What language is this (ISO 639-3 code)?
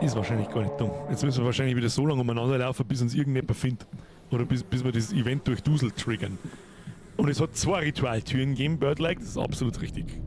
bar